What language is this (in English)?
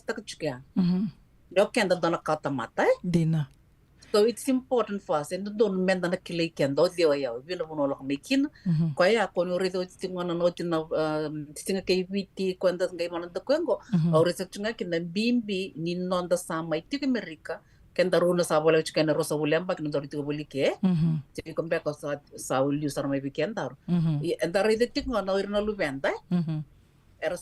Fijian